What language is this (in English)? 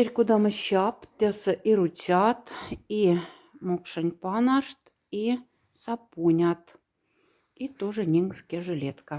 Moksha